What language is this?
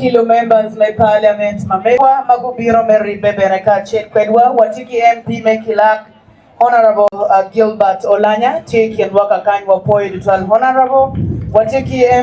Acoli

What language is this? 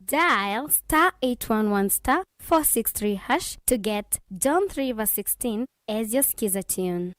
Kamba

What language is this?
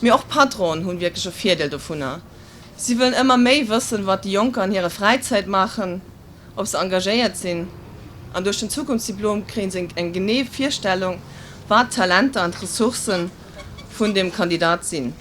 Luxembourgish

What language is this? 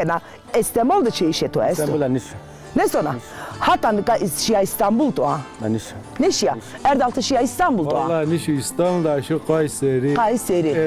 Zaza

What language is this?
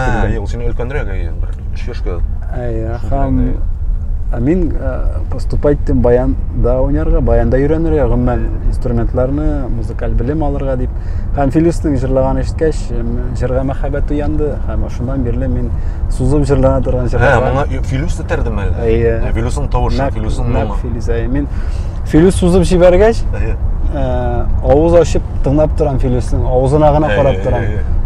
Tatar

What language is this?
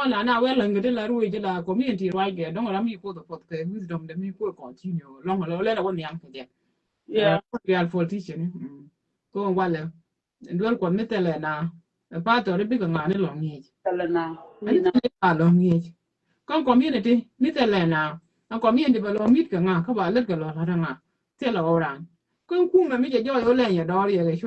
Nuer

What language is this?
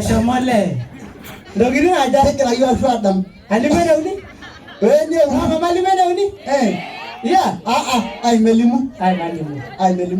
Masai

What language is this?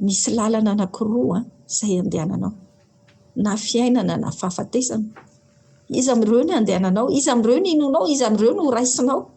Malagasy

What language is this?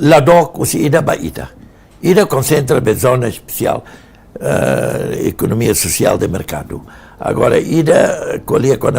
Tetum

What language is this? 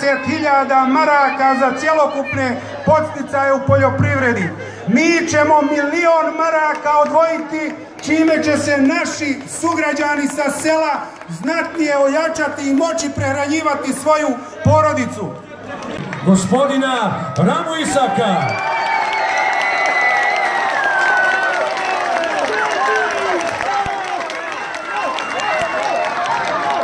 Bosnian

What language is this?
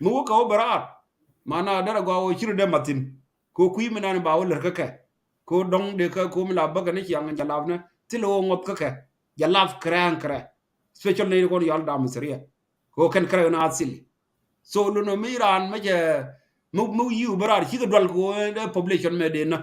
Nuer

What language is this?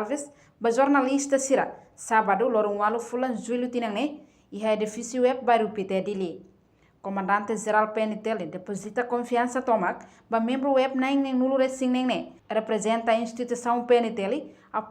Tetum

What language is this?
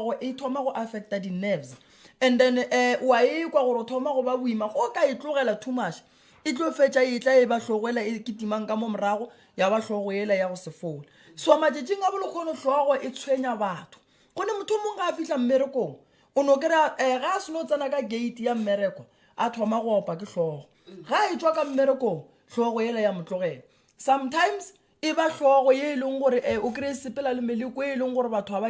Northern Sotho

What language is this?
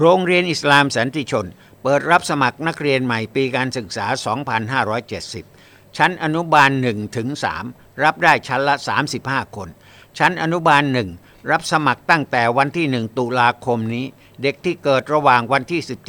Thai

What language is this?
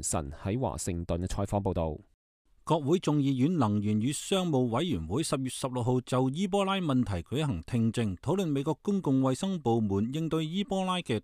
Cantonese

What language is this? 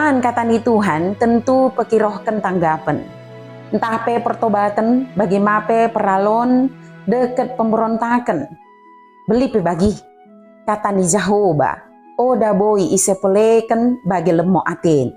Batak Dairi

